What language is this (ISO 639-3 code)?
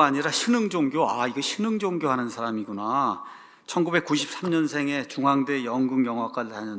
kor